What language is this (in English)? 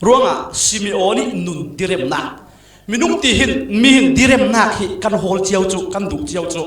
Falam Chin